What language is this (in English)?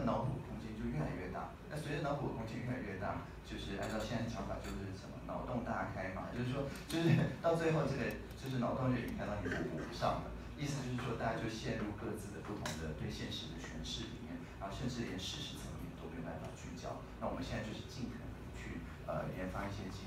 Chinese